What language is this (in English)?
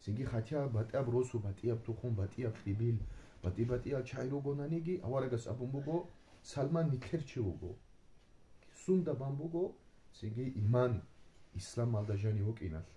Avaric